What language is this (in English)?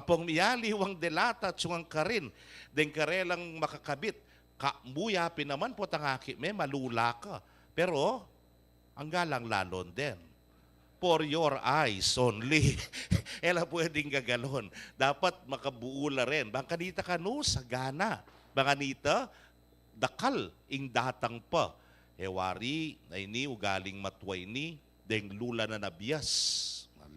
Pampanga